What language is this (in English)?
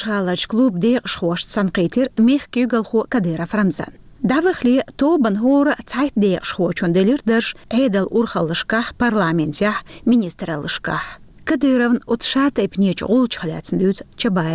Chechen